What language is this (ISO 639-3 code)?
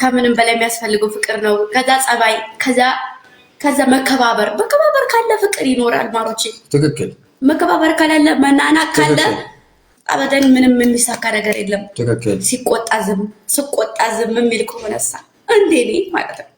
amh